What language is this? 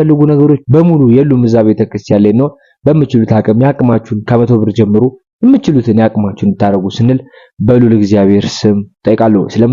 Amharic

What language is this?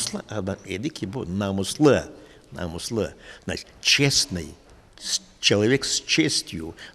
Crimean Tatar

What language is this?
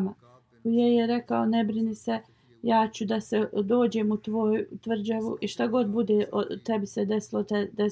Bosnian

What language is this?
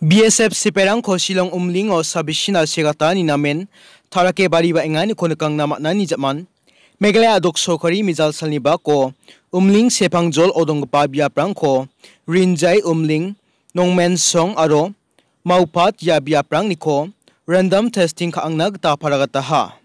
Garo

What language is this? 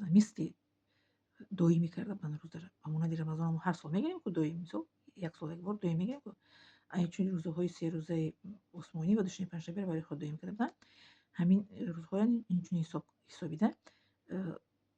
Tajik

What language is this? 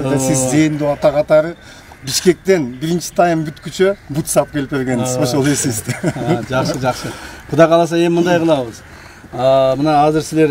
Kyrgyz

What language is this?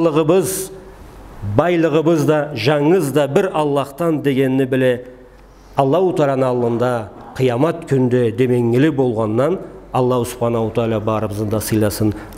Karachay-Balkar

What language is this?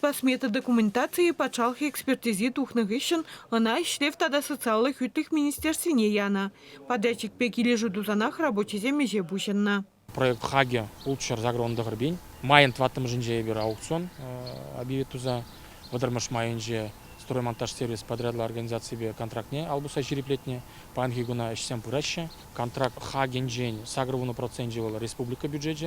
Chuvash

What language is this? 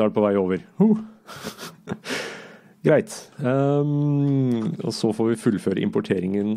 Norwegian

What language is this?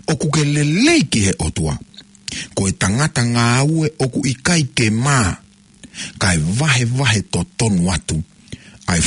Tongan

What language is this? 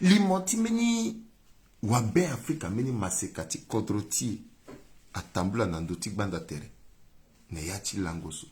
Sango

